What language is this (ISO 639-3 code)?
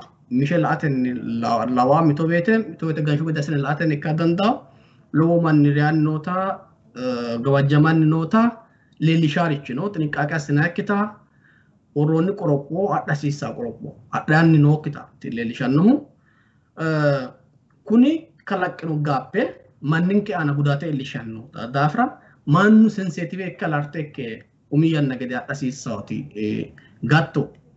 sid